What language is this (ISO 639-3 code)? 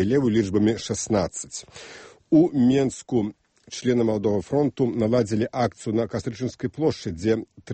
bel